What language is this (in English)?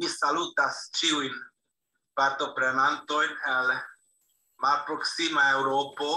Esperanto